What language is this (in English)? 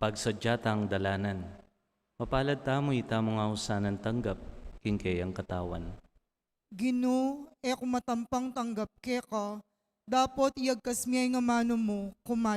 Pampanga